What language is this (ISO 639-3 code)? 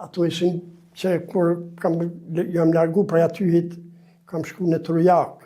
sqi